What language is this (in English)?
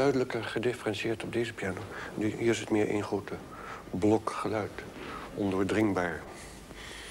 Dutch